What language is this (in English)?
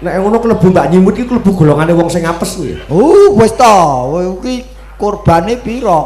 Javanese